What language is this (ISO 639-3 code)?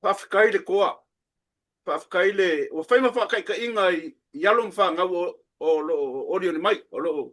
smo